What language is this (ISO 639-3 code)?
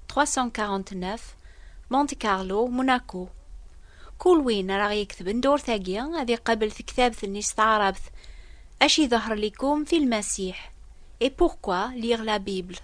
kab